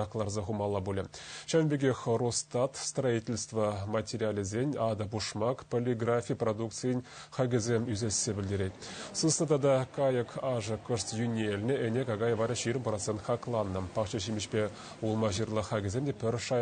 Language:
Chuvash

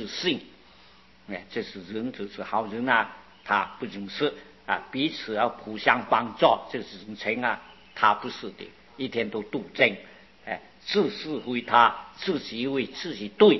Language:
Chinese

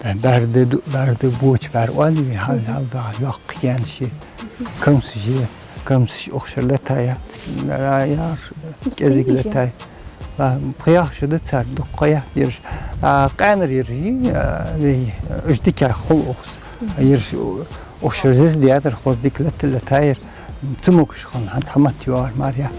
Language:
Ingush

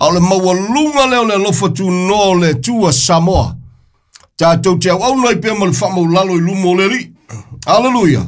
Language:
Samoan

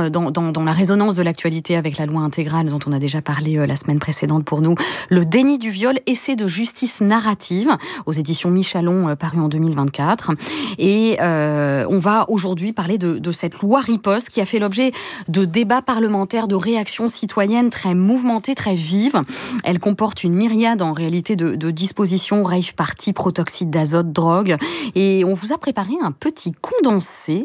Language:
French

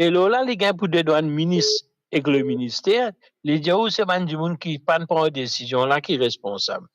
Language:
Morisyen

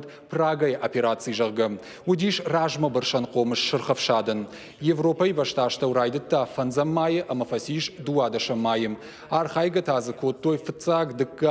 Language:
Ossetic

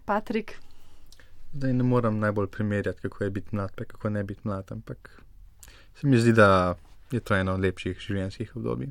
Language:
Slovenian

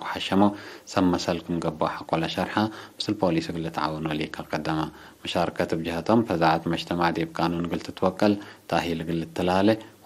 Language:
Tigre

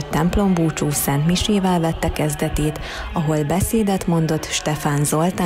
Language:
Hungarian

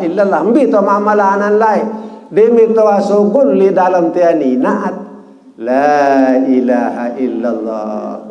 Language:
Sasak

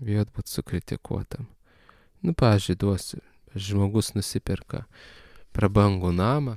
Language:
Lithuanian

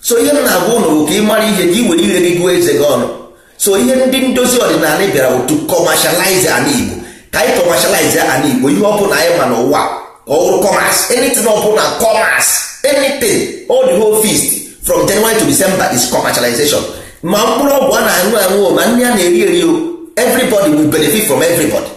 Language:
Igbo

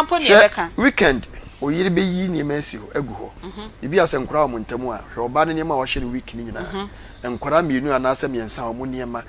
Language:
Akan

